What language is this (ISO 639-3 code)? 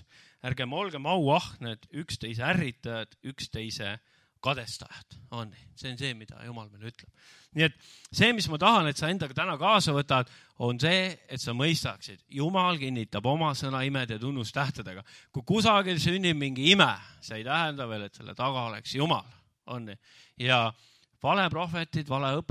est